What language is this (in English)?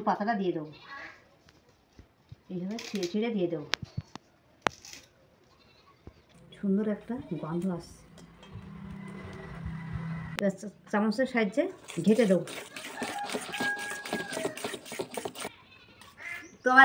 Bangla